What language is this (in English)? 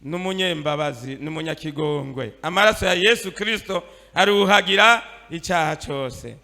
Rundi